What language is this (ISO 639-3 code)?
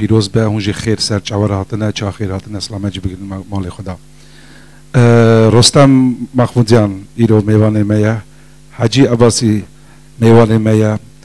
kur